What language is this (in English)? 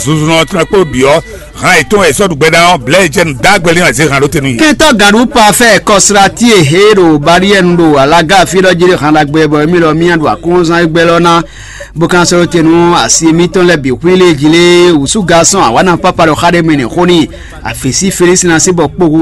Fon